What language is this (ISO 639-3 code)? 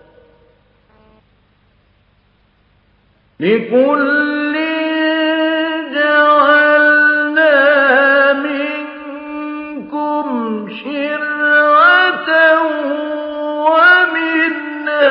ara